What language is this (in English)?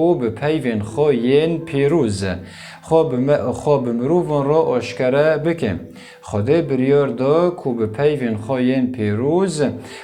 Kurdish